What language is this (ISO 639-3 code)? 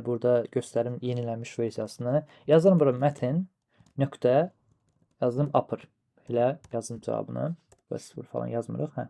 aze